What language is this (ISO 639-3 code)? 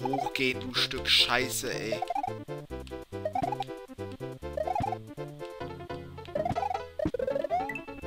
deu